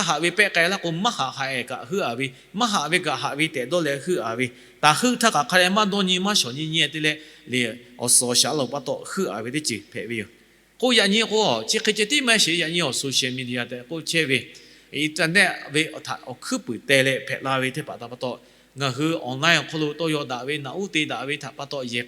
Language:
Lahu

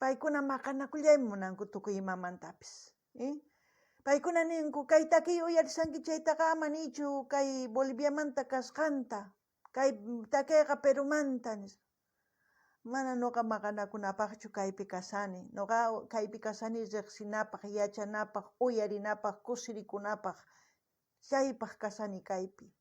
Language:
South Bolivian Quechua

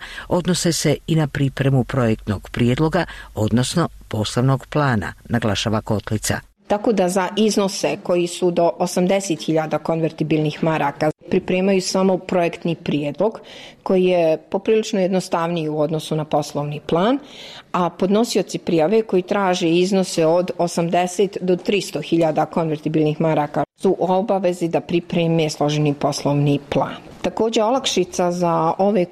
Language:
Bosnian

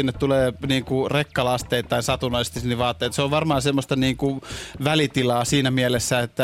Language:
Finnish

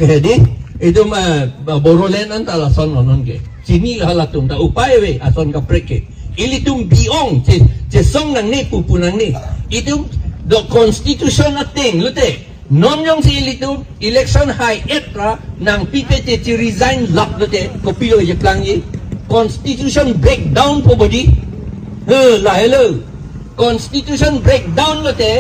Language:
Karbi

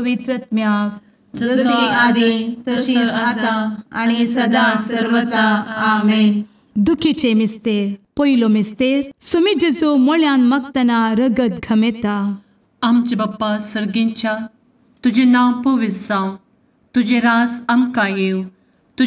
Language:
Konkani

